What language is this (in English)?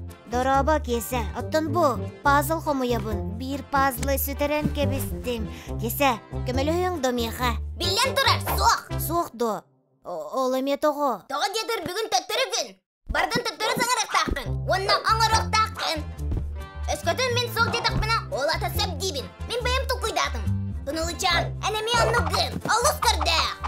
Yakut